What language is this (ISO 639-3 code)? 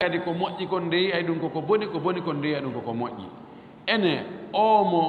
ful